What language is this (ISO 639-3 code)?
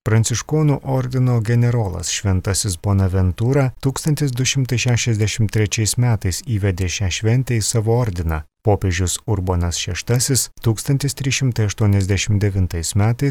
lit